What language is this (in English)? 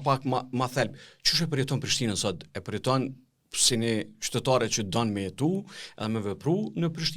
Albanian